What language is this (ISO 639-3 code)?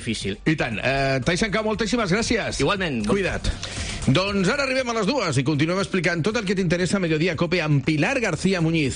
cat